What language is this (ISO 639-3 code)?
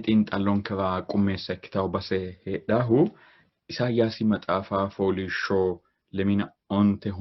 sid